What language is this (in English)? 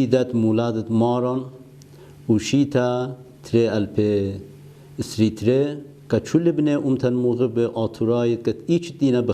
Assyrian Neo-Aramaic